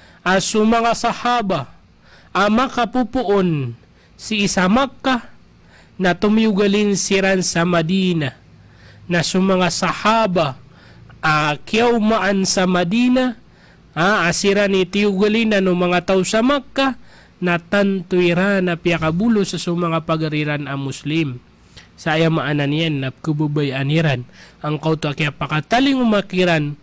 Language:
Maranao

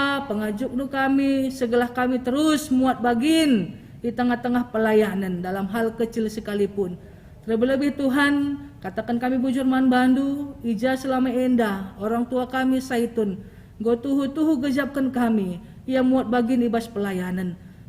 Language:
Batak Karo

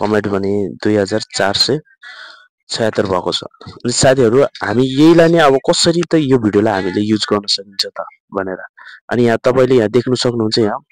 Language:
Nepali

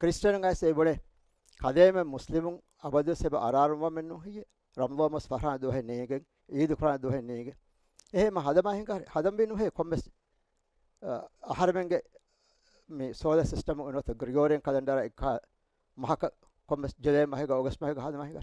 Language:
Divehi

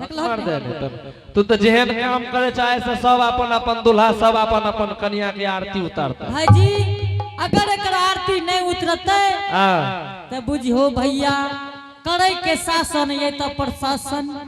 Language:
Angika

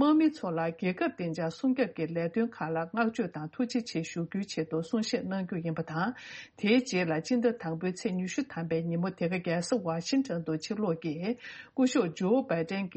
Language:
Tibetan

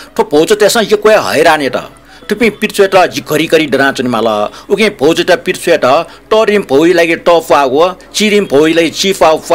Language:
Newari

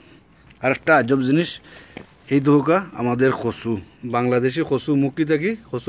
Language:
Sylheti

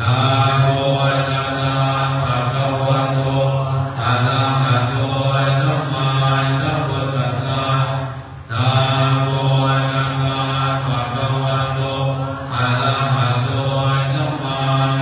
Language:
Pali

